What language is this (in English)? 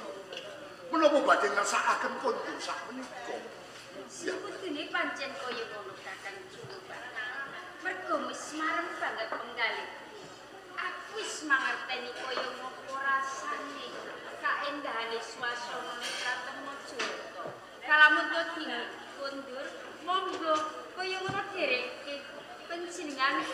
Javanese